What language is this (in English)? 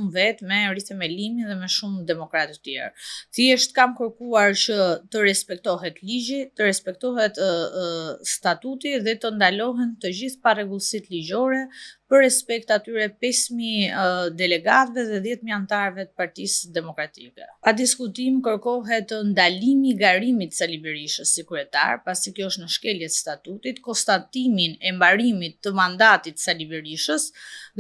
Albanian